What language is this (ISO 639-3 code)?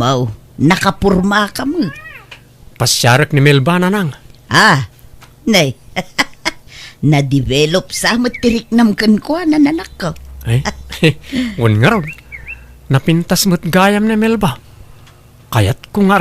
ilo